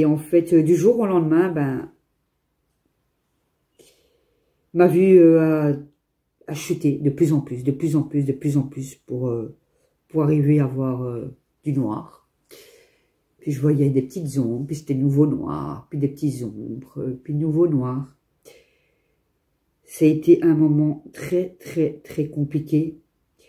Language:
French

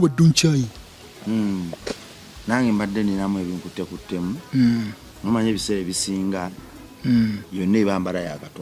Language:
Ganda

